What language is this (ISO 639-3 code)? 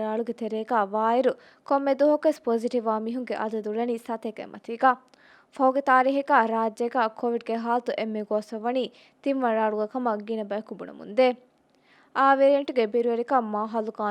div